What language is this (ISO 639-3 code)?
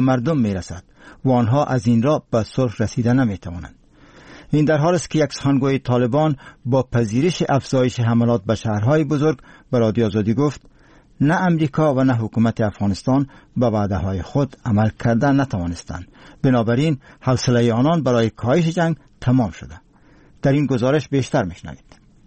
fas